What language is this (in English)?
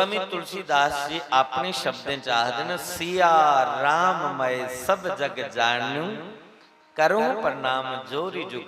Dogri